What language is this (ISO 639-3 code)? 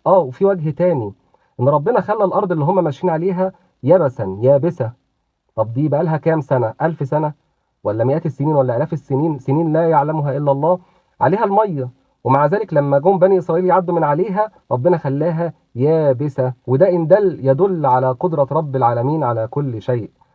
arz